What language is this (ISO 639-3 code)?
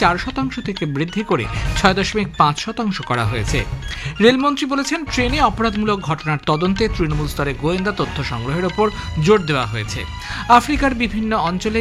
ben